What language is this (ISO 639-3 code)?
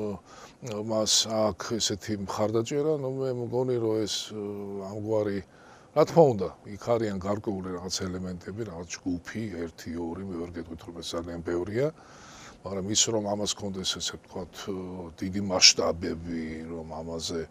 kat